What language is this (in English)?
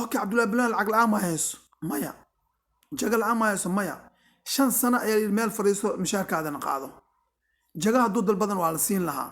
Somali